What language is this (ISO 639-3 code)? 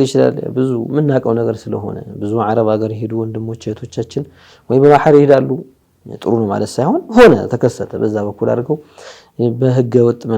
amh